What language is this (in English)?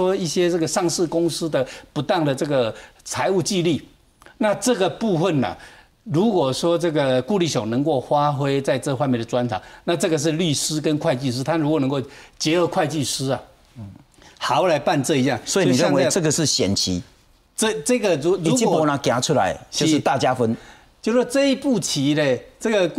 Chinese